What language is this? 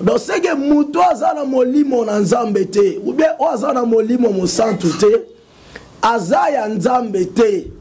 Lingala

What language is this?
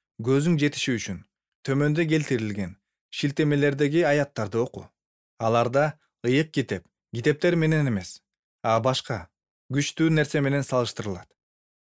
Kyrgyz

